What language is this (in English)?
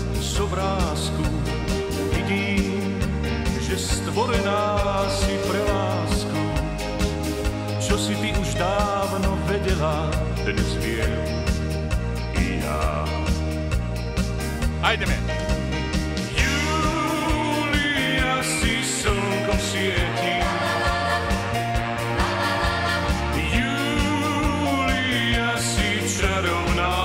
Slovak